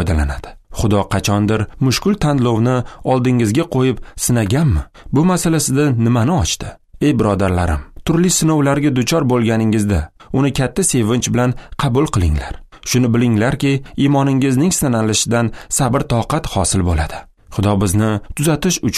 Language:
Uzbek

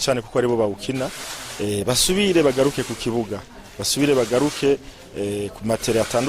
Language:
Rundi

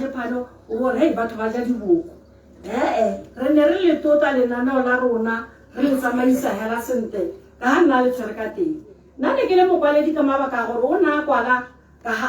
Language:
Tswana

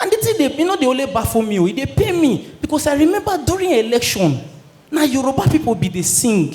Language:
Nigerian Pidgin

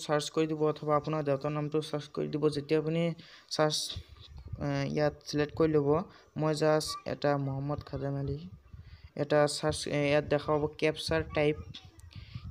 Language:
Assamese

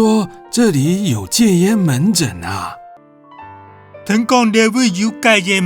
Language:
Hakka Chinese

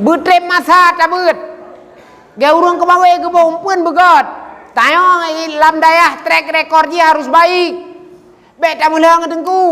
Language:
Achinese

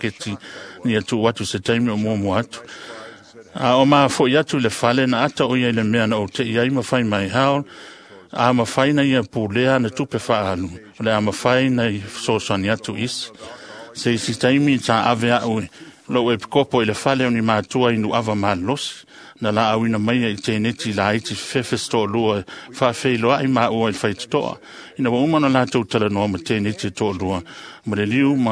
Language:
Samoan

